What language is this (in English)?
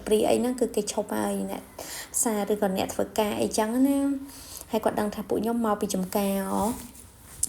Khmer